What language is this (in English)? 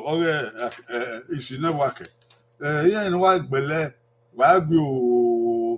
Bini